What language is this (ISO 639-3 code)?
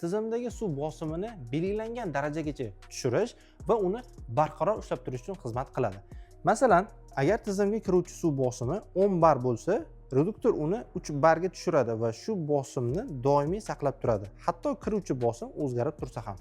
uzb